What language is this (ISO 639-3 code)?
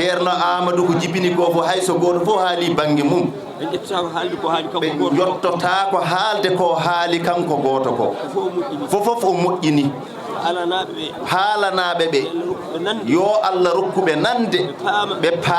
ful